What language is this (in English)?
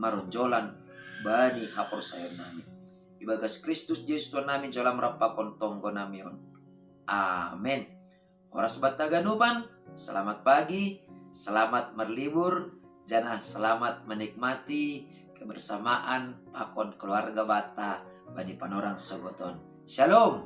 Batak Simalungun